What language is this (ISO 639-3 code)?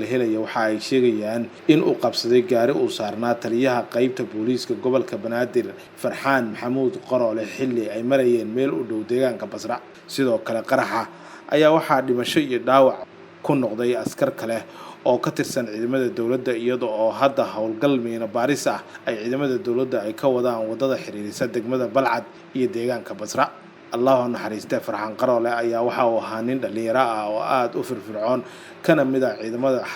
som